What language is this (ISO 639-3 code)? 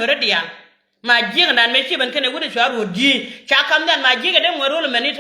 nus